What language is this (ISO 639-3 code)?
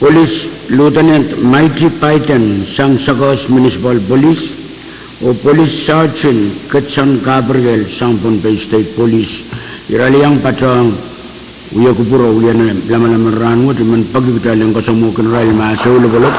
pon